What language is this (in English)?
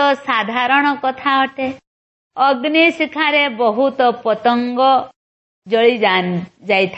Odia